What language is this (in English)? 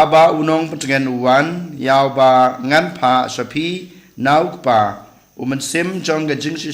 Khasi